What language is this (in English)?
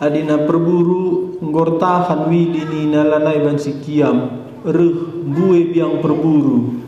Batak Karo